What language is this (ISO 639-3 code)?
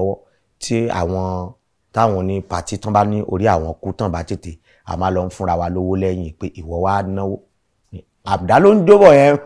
yor